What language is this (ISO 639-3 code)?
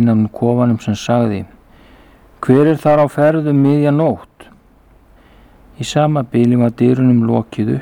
isl